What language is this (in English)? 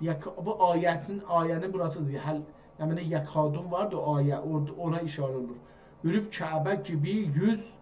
South Azerbaijani